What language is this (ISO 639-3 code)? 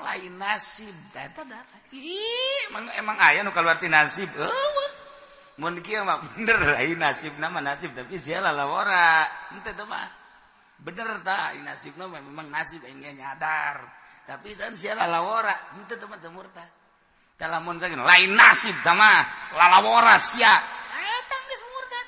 sun